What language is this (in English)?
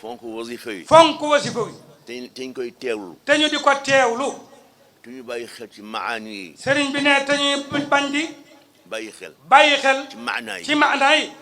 Wolof